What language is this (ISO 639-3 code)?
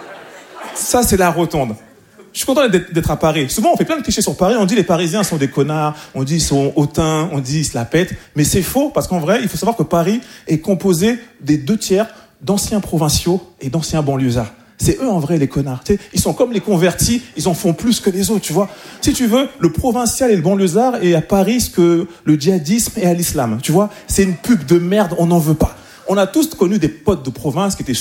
fra